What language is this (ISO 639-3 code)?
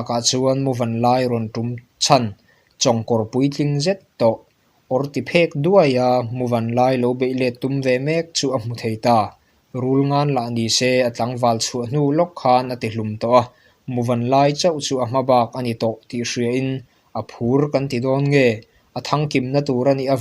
lus